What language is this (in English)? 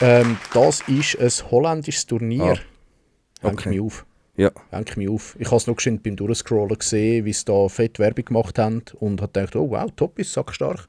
Swiss German